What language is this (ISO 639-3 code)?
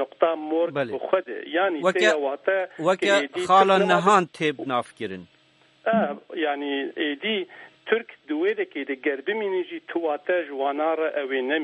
kur